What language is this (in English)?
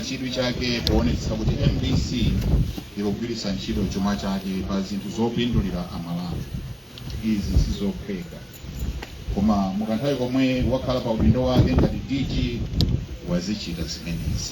Nyanja